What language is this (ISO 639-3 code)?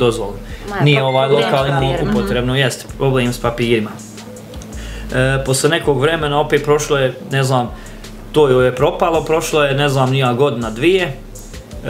bos